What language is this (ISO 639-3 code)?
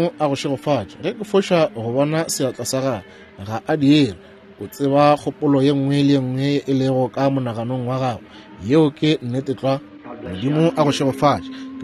nso